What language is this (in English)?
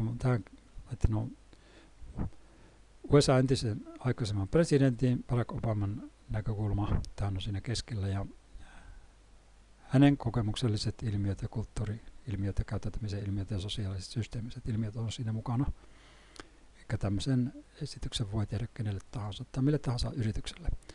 Finnish